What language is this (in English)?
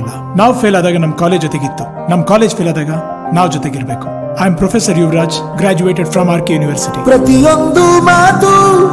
Kannada